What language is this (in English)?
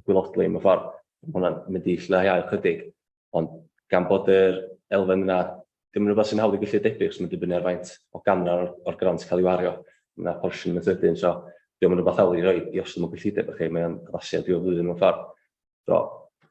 Welsh